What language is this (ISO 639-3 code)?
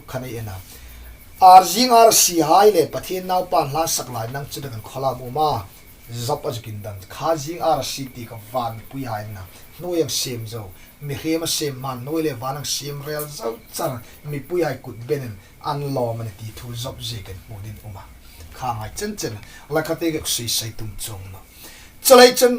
hmr